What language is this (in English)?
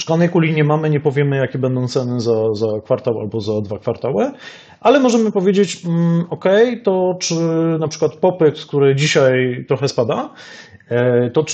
Polish